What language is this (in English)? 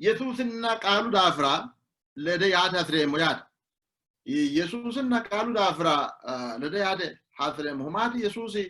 Sidamo